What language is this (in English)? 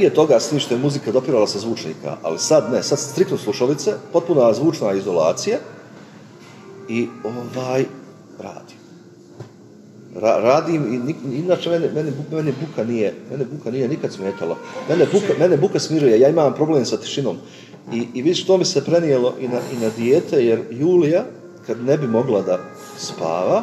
Bosnian